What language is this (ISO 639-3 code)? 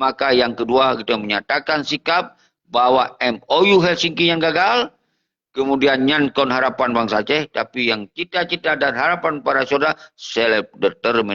ace